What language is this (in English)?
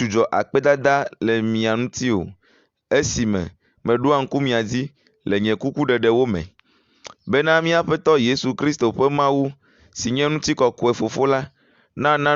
Ewe